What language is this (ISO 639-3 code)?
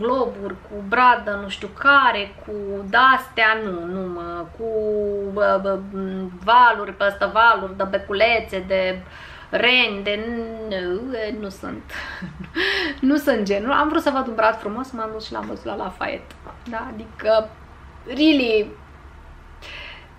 ron